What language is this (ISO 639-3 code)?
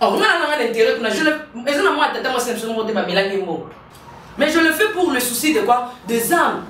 lin